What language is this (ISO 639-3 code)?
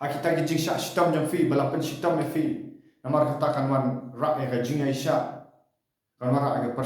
kha